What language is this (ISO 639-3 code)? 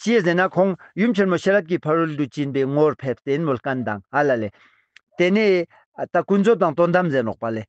lbj